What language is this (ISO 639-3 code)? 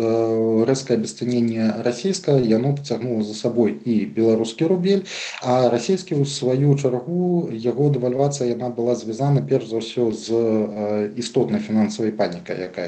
bel